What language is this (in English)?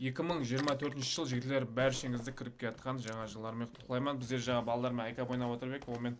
Kara-Kalpak